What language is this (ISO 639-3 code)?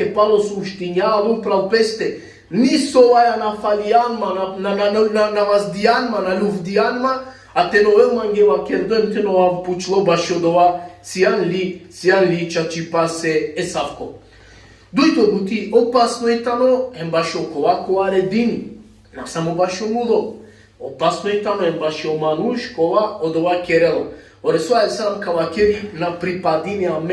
rmn